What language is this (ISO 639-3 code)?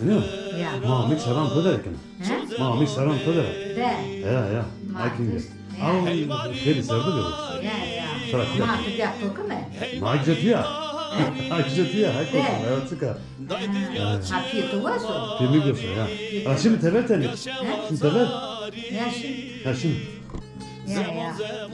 zza